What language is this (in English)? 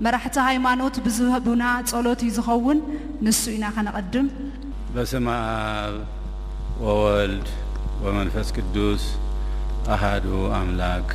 Tigrinya